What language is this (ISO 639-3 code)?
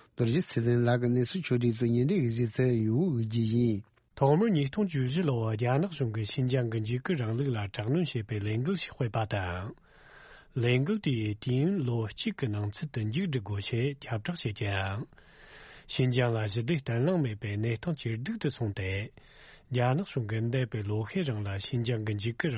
bod